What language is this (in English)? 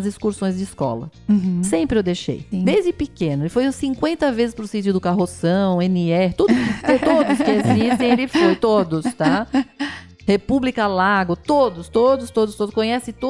Portuguese